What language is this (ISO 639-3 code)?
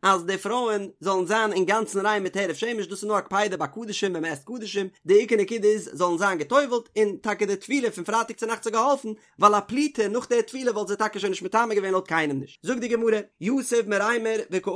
yid